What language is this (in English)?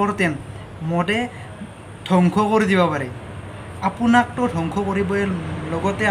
Assamese